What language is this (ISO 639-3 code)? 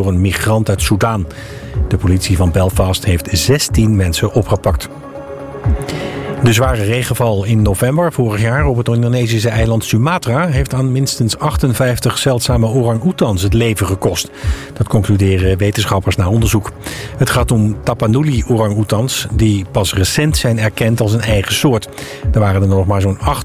nld